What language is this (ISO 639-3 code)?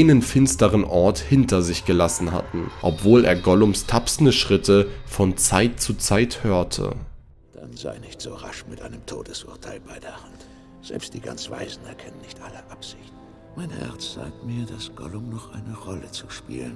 deu